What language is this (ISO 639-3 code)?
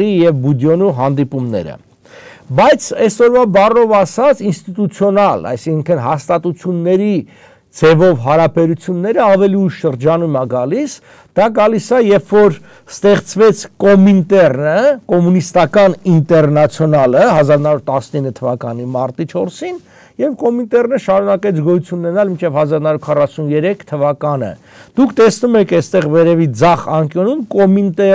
hye